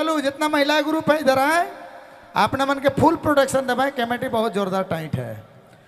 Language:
Sadri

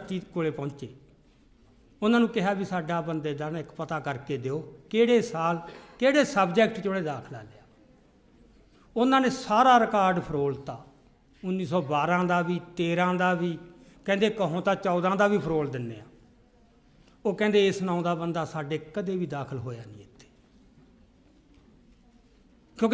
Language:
Punjabi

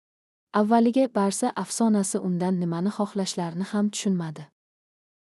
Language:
Uzbek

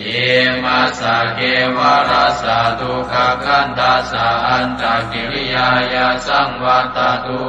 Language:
Pali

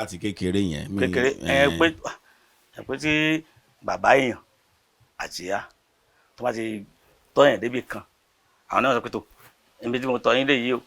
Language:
Yoruba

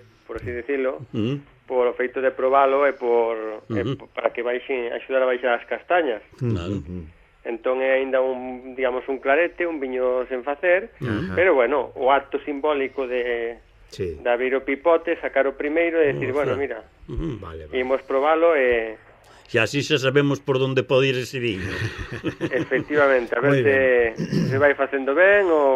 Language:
Galician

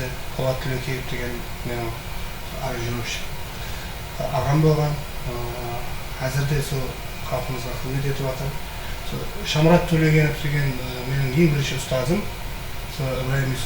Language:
Kara-Kalpak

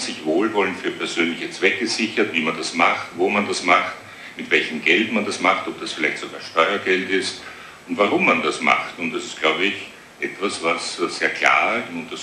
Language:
German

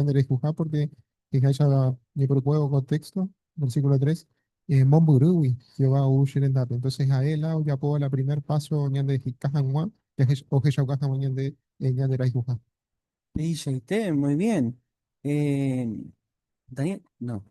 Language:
Guarani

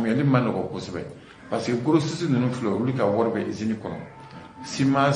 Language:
Bambara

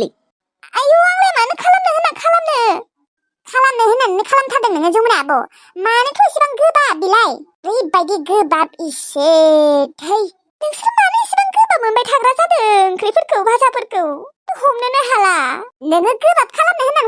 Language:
Bodo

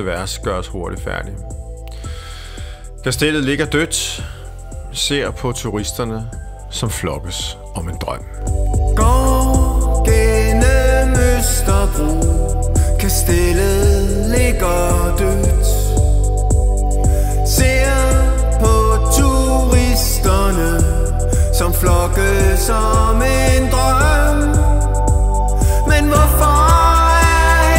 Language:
Danish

